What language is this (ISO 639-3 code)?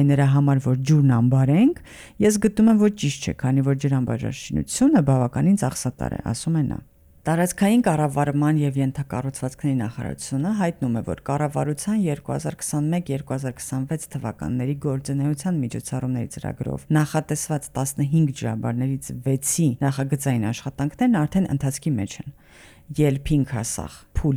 hye